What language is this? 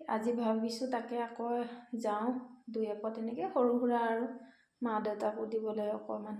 Assamese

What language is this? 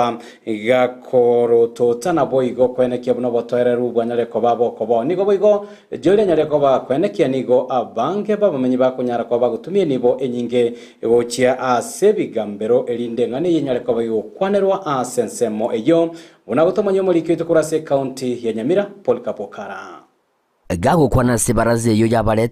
Gusii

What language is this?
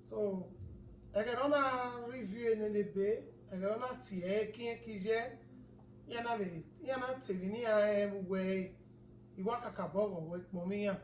Bini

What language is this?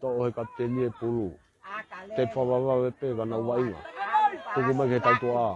Tongan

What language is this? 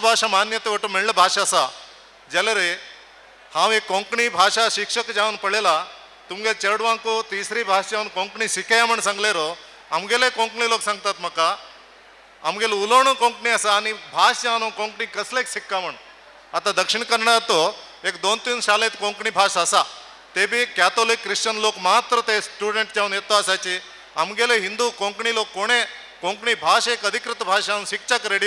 Konkani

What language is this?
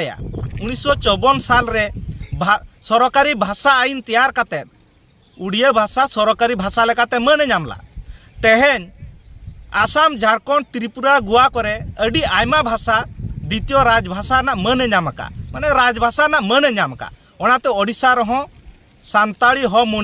Santali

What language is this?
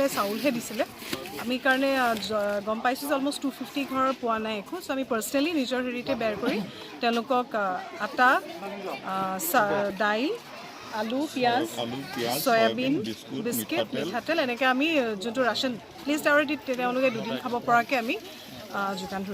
Assamese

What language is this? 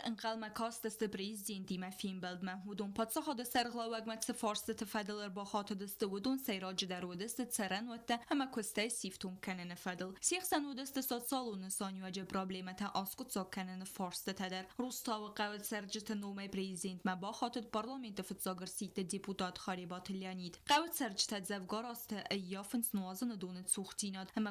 Ossetic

